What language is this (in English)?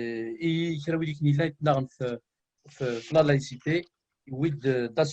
Kabyle